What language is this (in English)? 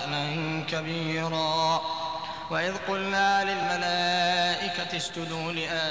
Arabic